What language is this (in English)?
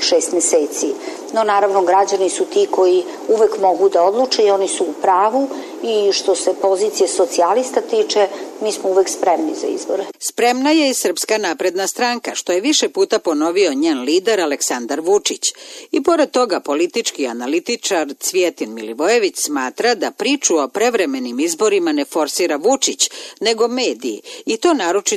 Serbian